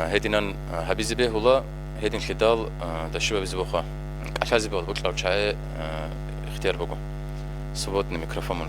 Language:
Avaric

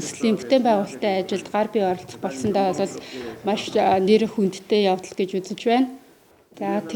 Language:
Mongolian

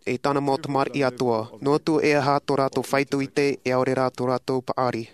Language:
Tahitian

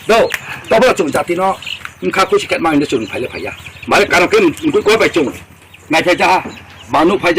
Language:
Riang (India)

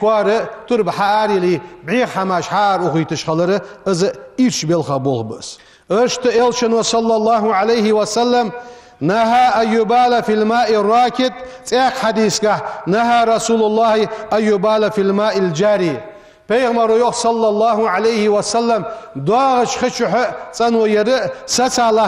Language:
Ingush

